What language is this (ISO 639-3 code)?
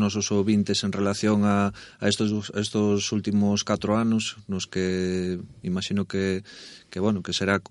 glg